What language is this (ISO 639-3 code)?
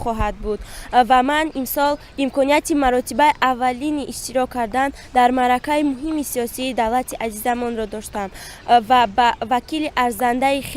tgk